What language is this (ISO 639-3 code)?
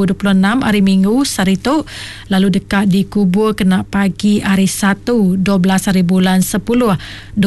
iba